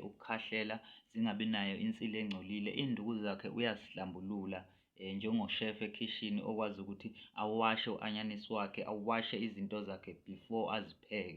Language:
Zulu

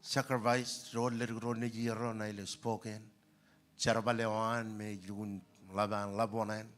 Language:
Marshallese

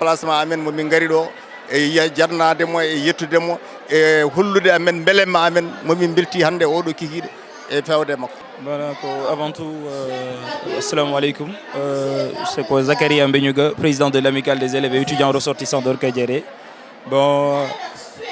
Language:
Fula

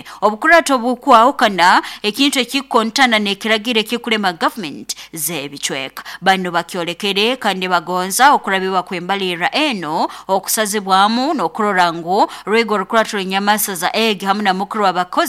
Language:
Nyoro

